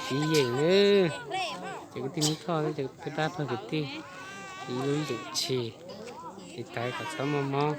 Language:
Hmong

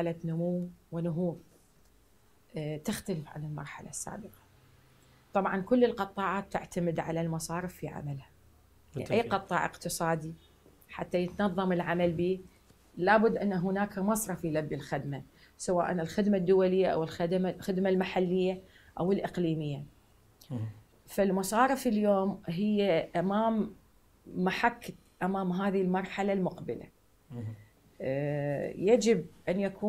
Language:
Arabic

